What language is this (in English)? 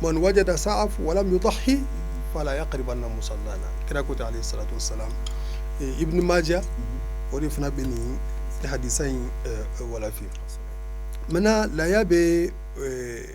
Bambara